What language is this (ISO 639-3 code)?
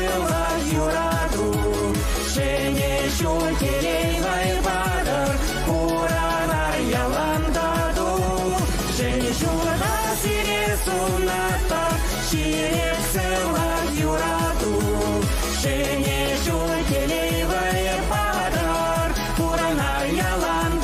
chv